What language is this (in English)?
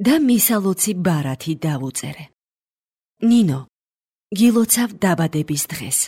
Georgian